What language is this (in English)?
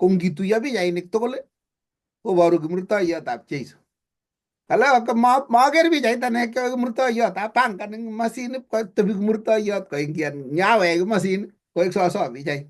Kalenjin